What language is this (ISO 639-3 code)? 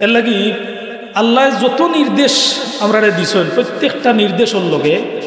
syl